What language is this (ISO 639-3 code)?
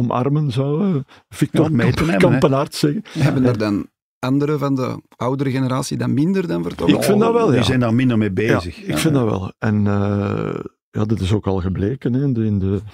nld